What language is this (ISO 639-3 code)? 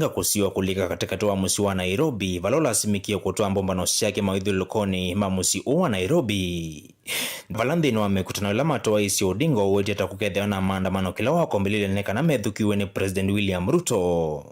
kam